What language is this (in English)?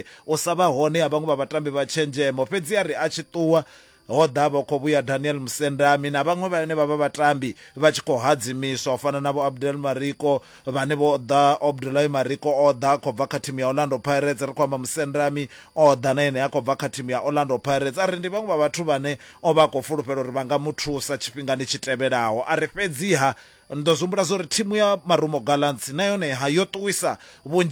Venda